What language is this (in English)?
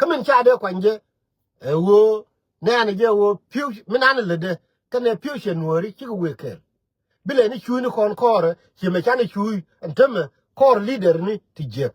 Nuer